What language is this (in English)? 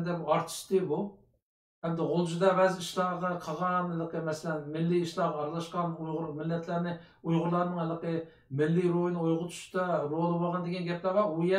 Uyghur